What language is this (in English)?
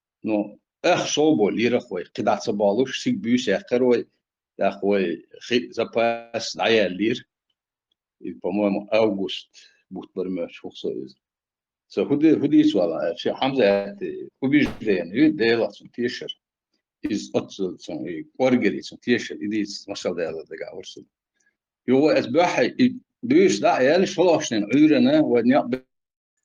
Chechen